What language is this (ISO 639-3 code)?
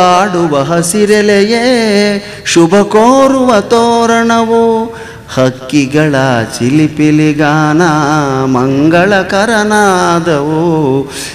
kan